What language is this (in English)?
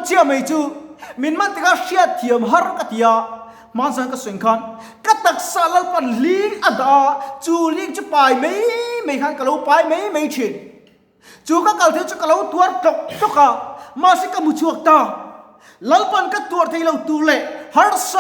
Mizo